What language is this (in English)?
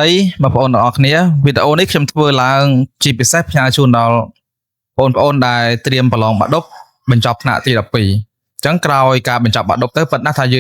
Khmer